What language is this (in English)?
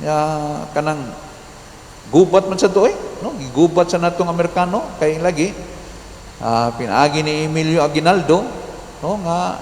Cebuano